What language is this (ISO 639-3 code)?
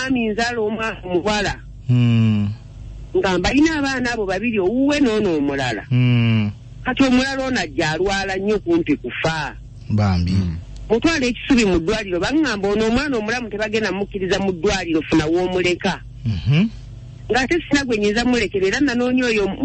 lug